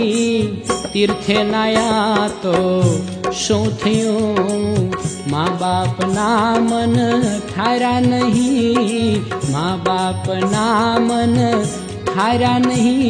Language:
Gujarati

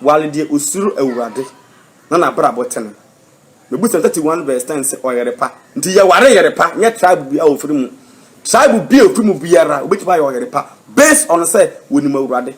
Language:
Akan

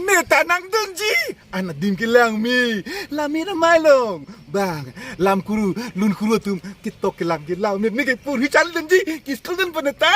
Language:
Karbi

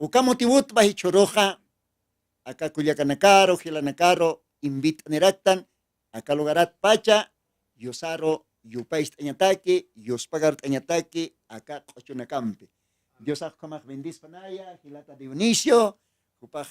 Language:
Aymara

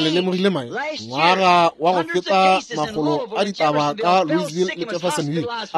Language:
Northern Sotho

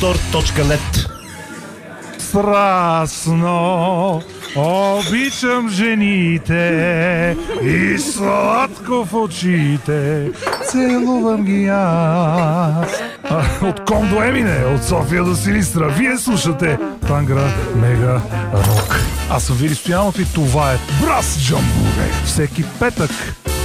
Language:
Bulgarian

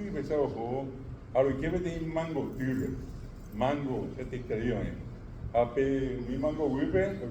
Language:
Guarani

